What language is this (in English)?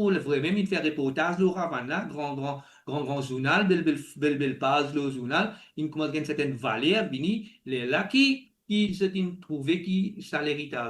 Morisyen